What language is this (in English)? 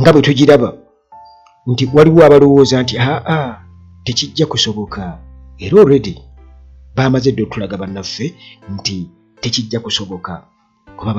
Ganda